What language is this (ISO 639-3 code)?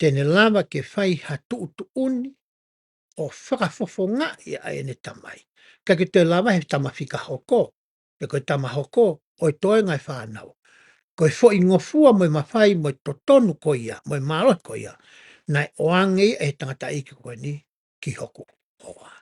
ton